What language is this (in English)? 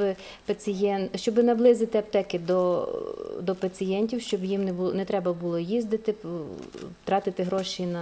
Ukrainian